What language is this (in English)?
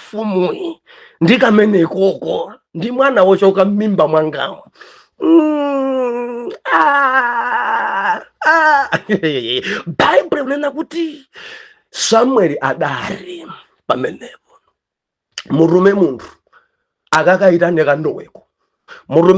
Nyanja